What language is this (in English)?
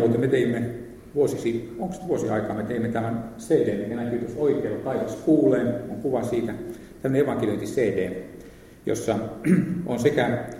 Finnish